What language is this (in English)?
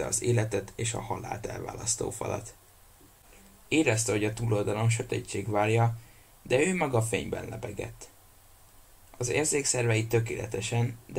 Hungarian